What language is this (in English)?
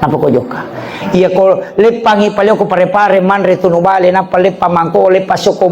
Buginese